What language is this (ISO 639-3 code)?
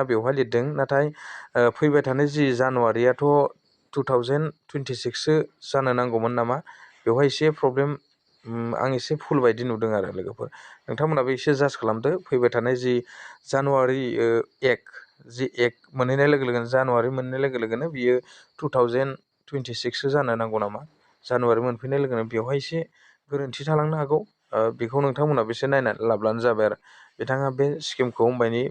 brx